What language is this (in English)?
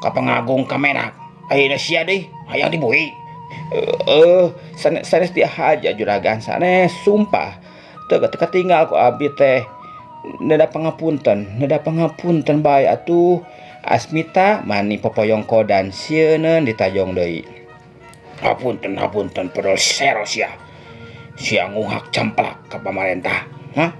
Sundanese